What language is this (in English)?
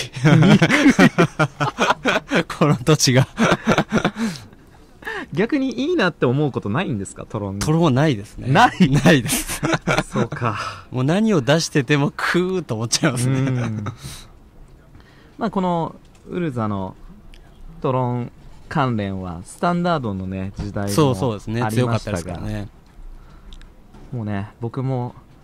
Japanese